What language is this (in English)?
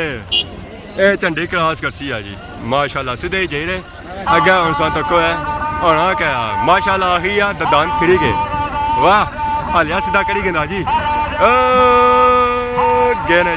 Pahari-Potwari